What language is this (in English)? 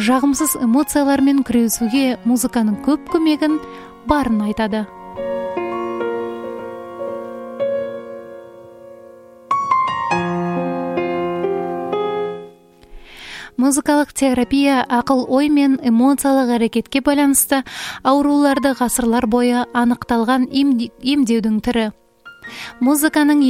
Kazakh